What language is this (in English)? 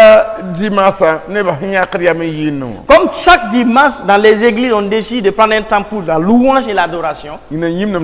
Mossi